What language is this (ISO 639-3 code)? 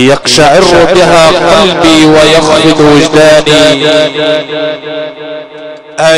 ara